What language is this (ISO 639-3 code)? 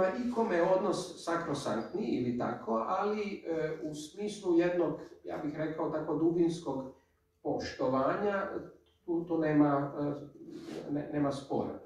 hrv